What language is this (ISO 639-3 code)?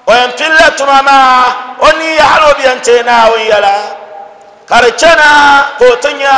dag